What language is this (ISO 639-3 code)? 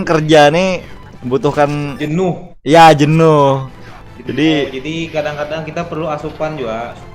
bjn